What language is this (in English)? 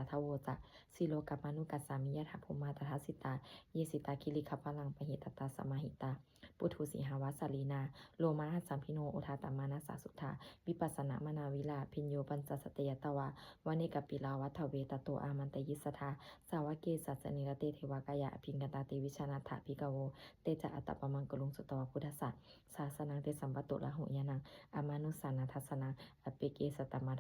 Pali